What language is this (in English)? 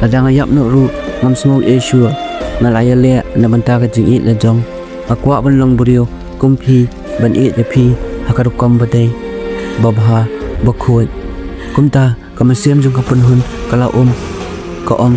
Khasi